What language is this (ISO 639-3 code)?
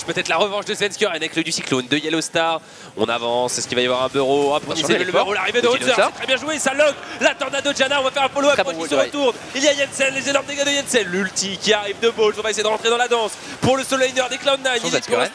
fra